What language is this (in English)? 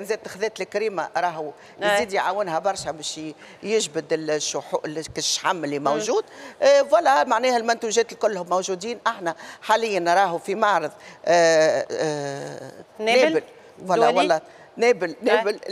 Tunisian Arabic